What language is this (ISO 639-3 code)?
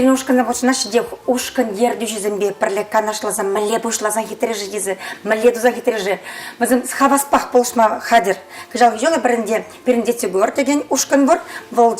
chv